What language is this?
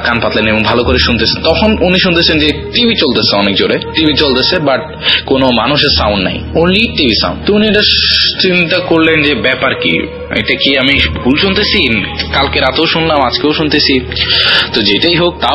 Bangla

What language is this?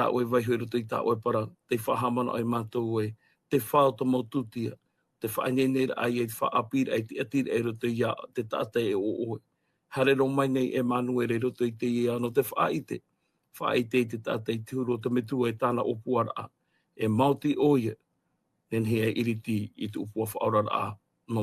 Tahitian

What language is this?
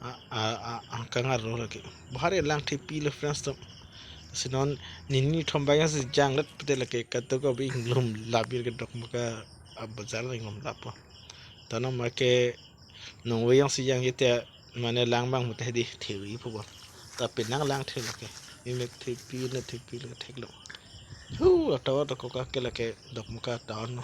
Karbi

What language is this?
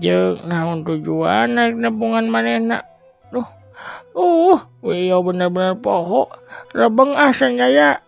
Sundanese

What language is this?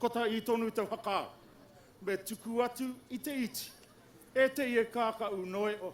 Māori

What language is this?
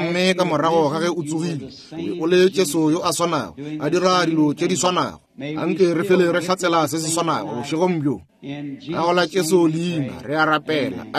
Northern Sotho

